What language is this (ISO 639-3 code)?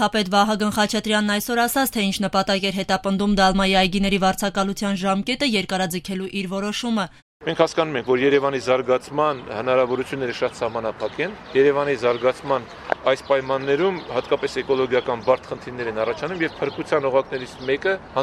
hye